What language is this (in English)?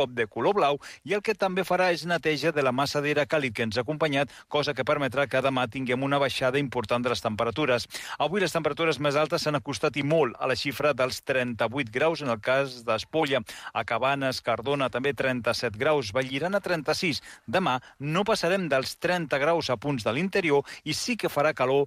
Catalan